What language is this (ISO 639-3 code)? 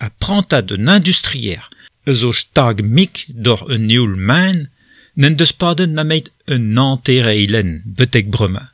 bre